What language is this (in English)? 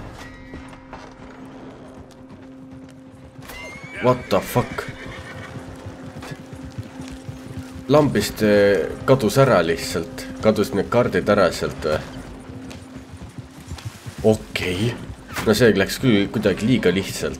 Estonian